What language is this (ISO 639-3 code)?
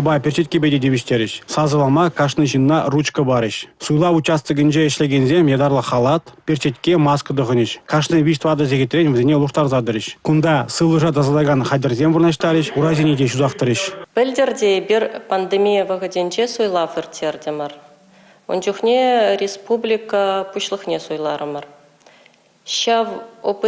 chv